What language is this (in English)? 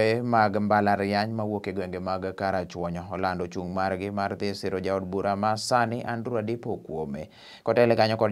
Luo (Kenya and Tanzania)